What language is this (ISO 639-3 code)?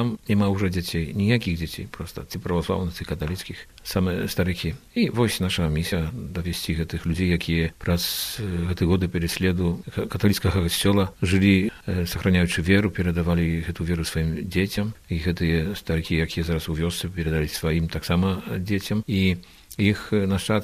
bel